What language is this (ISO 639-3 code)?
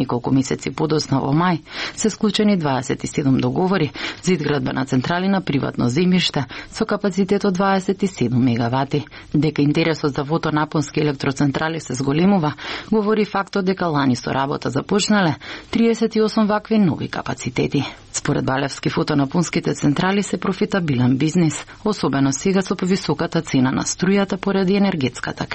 mkd